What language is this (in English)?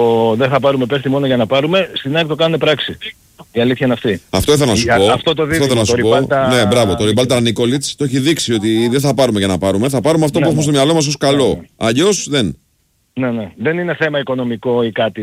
Greek